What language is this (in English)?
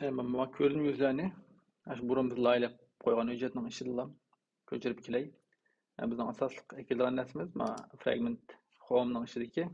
Uyghur